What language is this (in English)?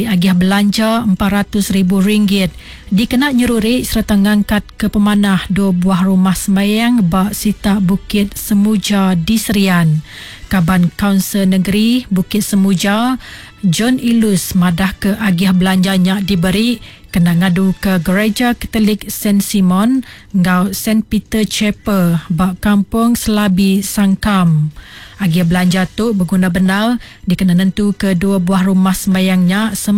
Iban